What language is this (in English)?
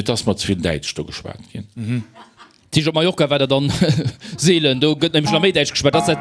Luxembourgish